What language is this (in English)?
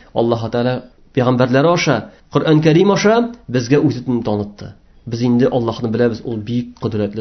Tatar